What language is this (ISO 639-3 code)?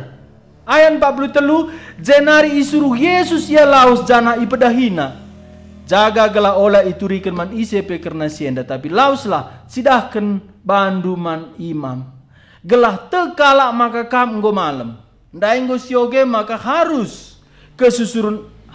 btx